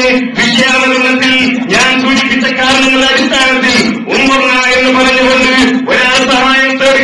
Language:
Malayalam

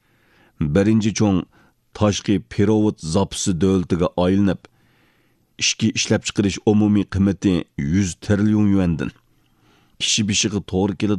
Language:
Uyghur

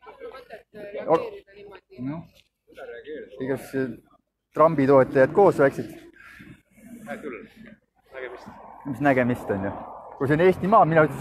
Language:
Estonian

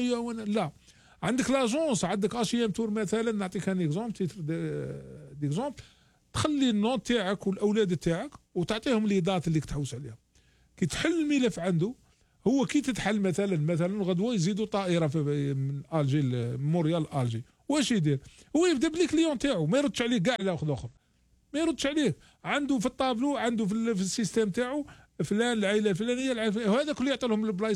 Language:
Algerian Arabic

